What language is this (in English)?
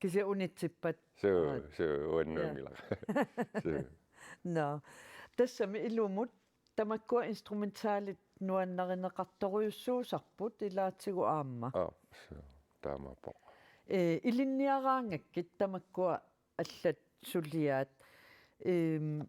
Kalaallisut